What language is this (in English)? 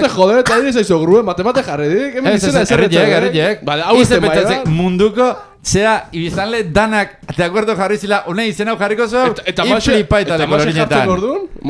Basque